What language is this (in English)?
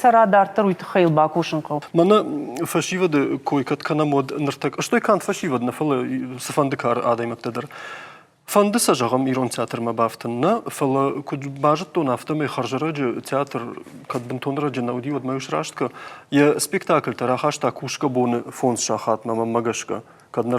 Ossetic